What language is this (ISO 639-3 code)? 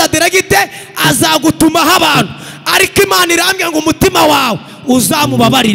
kin